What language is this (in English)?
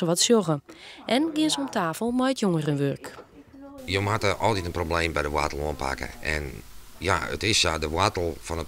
Western Frisian